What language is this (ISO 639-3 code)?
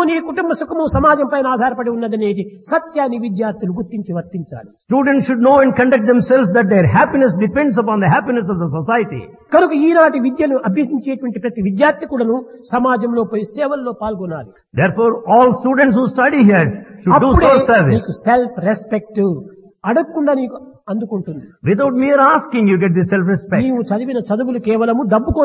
tel